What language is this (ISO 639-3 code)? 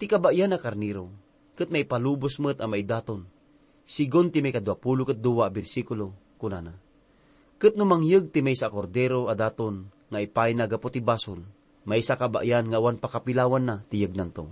ilo